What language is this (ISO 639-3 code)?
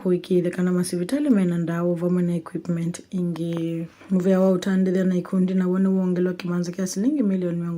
kam